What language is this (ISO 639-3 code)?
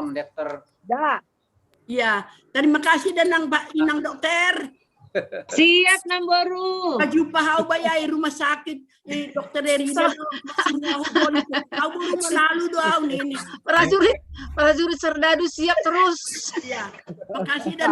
bts